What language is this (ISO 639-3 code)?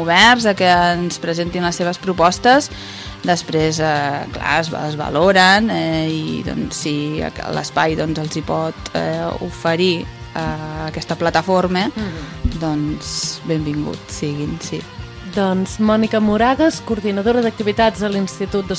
cat